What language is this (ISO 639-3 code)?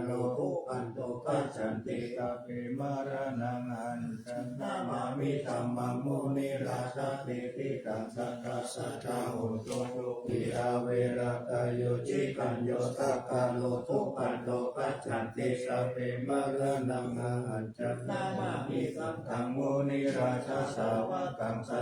pli